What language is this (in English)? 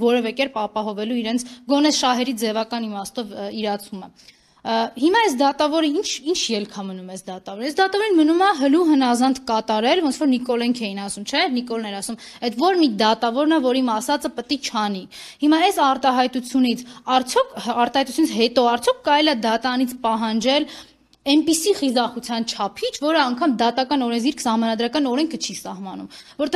Armenian